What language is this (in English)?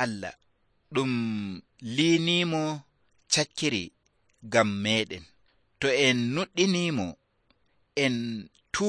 Nigerian Fulfulde